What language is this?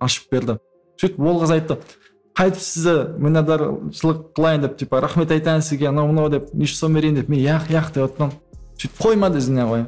Kara-Kalpak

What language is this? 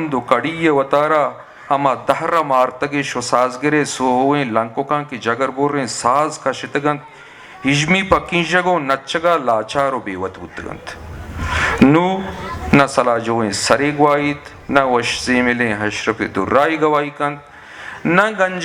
Eastern Balochi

